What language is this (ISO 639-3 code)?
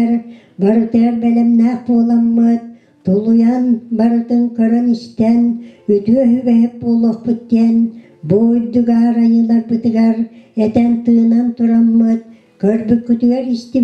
sah